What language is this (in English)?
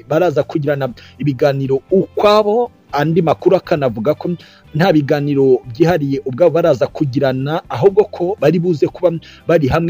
Kinyarwanda